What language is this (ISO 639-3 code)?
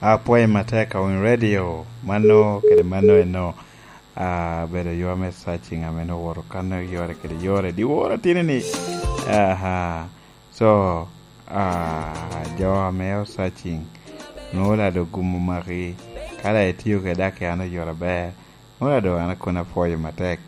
laj